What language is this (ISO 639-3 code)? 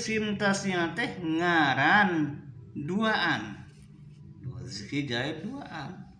sun